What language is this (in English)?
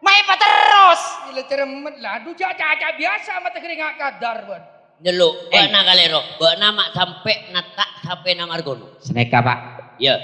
Madurese